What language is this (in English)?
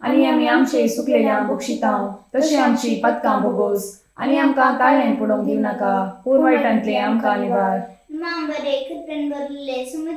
Konkani